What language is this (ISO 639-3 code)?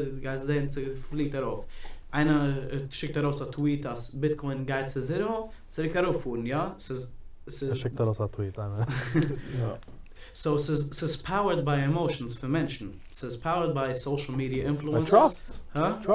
yid